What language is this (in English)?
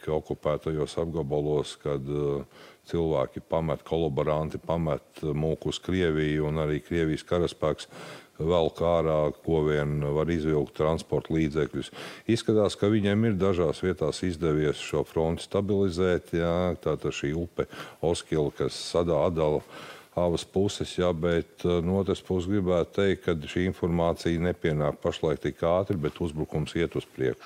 Latvian